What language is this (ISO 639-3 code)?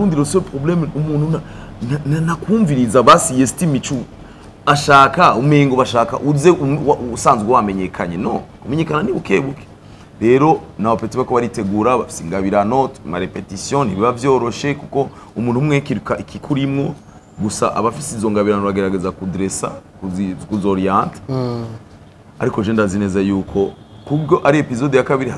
run